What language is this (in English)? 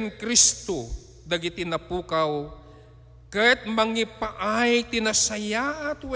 Iloko